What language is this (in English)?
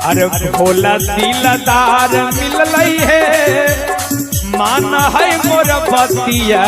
Magahi